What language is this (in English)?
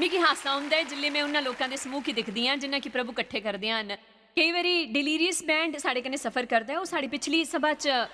Dogri